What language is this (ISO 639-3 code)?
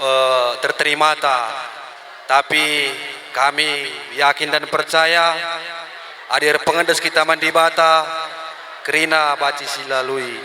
btx